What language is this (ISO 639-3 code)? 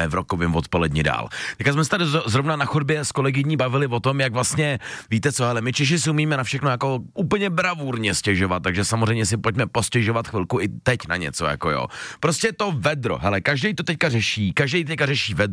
ces